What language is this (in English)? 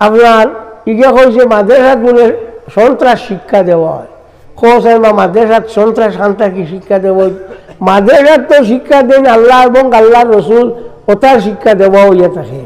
Sylheti